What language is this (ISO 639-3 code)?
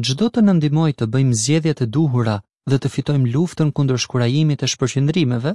sqi